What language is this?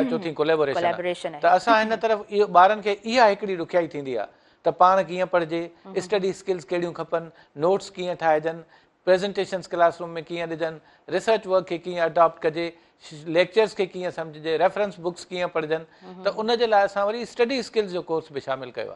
Sindhi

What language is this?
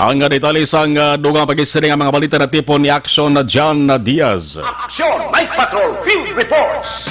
Hiligaynon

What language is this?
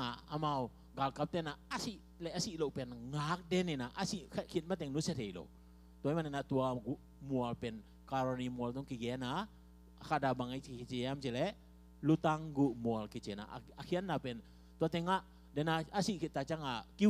Tedim Chin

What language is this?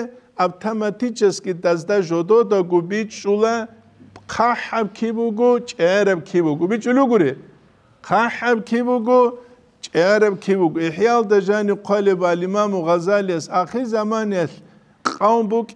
Avaric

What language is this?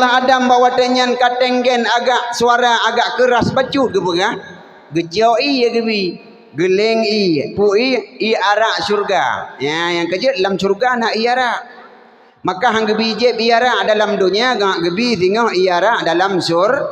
Achinese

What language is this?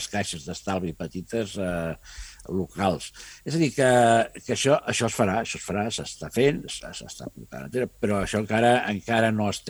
Catalan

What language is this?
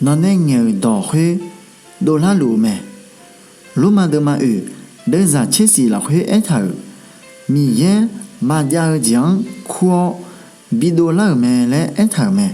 Akha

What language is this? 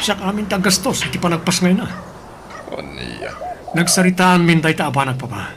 Iloko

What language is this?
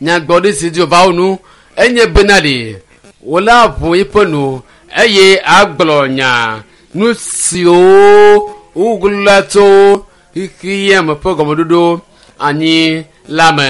Ewe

